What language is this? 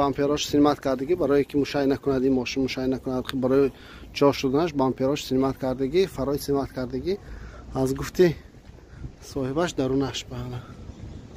Tajik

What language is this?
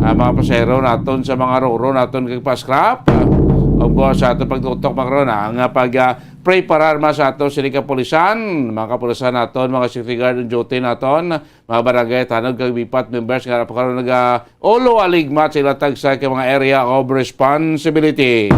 Hiligaynon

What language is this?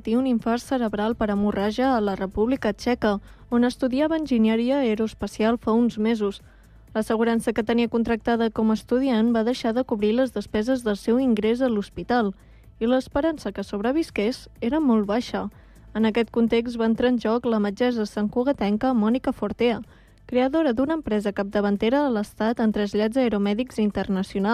Catalan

